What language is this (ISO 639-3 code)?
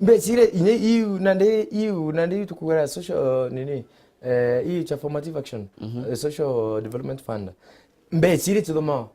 mer